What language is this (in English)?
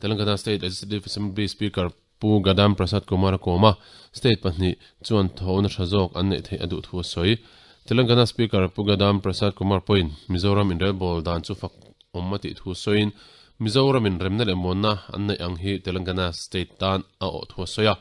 Mizo